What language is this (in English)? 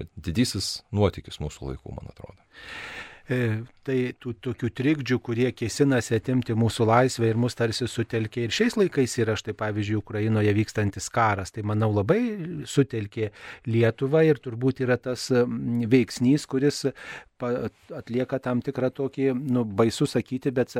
Lithuanian